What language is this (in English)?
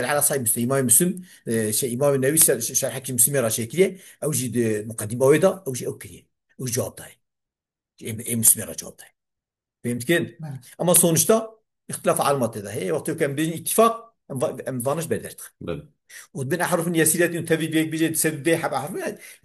Kurdish